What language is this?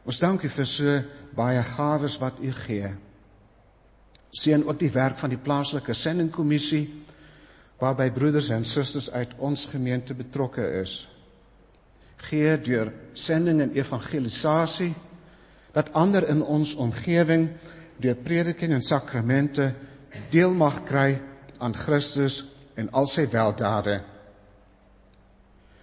Afrikaans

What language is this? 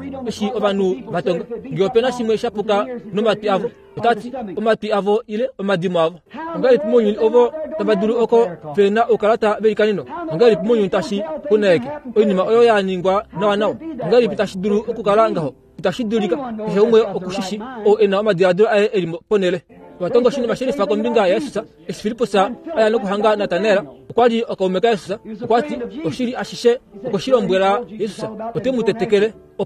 Kuanyama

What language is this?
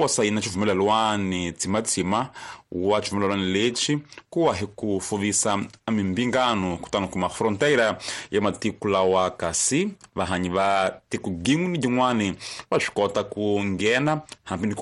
Tsonga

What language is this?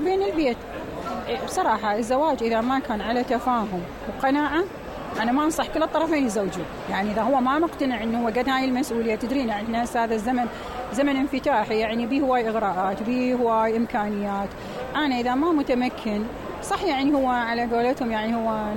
Mesopotamian Arabic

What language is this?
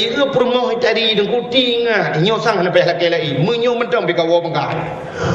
Achinese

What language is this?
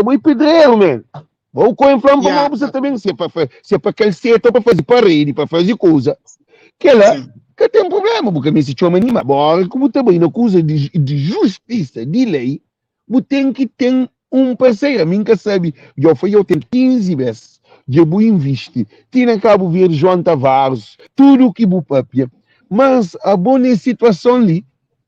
Kabuverdianu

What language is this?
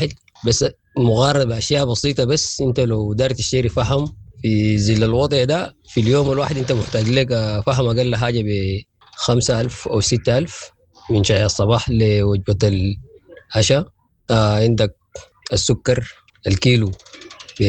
Sudanese Arabic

